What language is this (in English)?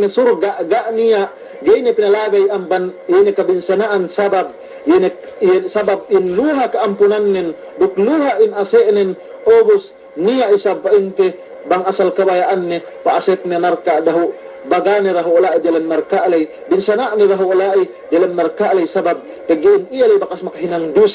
Yakan